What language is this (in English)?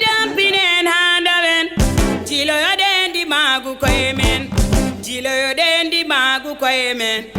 Fula